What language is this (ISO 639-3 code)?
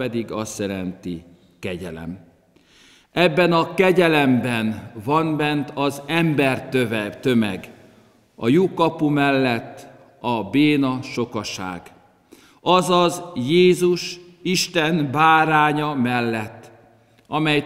hun